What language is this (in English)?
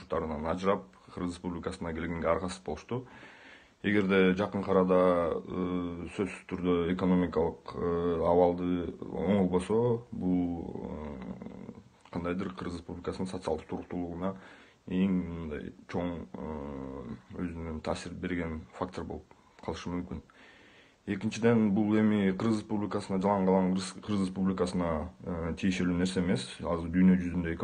Kyrgyz